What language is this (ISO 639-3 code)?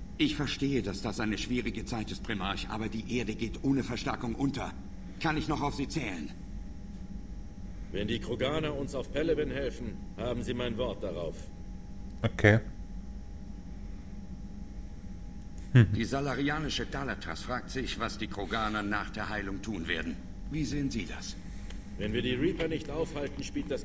deu